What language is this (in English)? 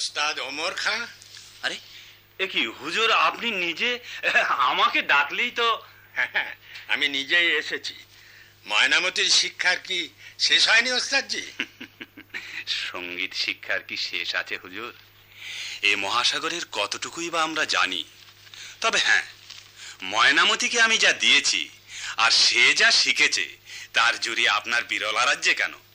Bangla